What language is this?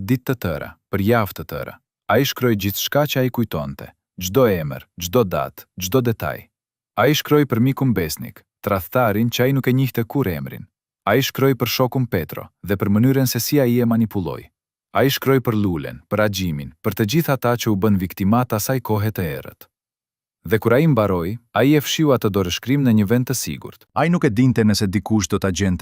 Albanian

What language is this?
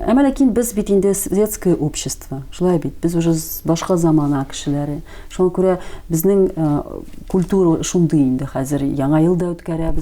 Tatar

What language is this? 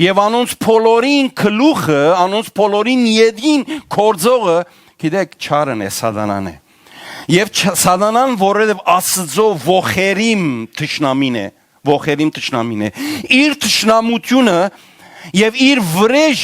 Western Armenian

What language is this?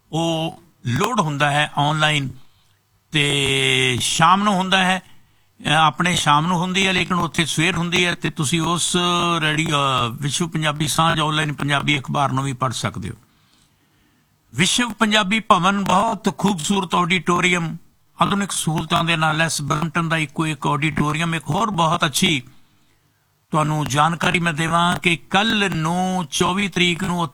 Punjabi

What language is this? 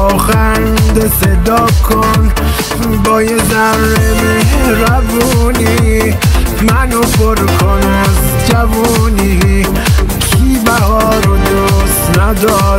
Persian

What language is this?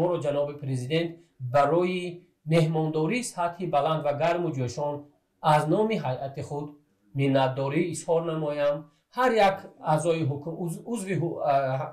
Tajik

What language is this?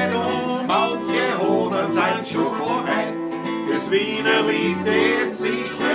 Bavarian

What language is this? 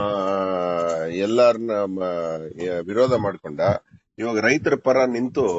Kannada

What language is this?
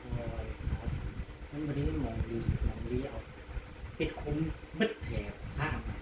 Northeastern Thai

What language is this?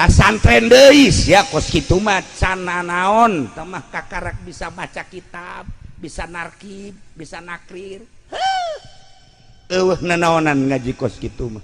Sundanese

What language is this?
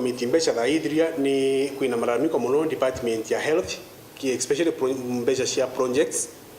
Meru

